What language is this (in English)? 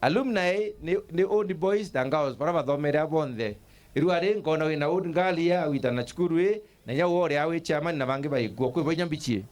Meru